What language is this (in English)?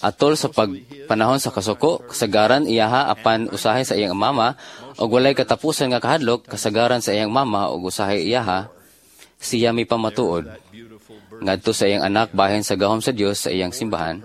Cebuano